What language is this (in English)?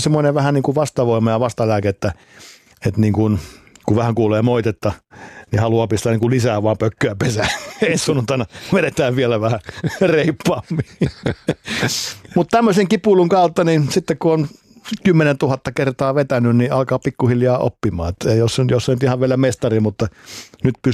Finnish